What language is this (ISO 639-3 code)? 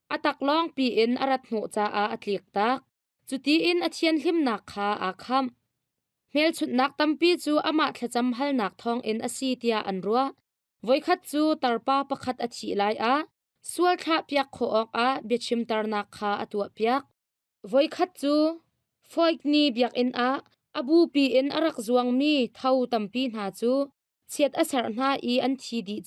cnh